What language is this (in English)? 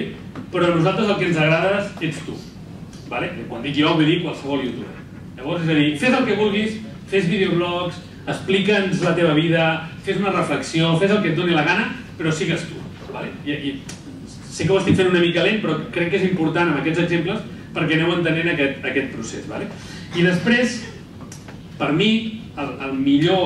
Catalan